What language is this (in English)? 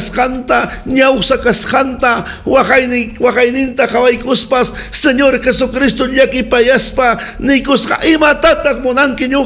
Ayacucho Quechua